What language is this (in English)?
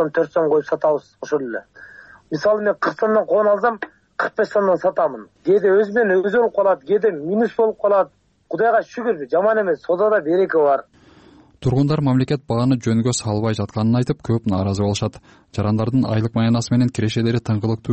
Kyrgyz